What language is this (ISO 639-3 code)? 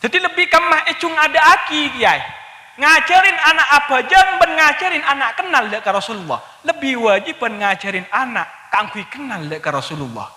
mad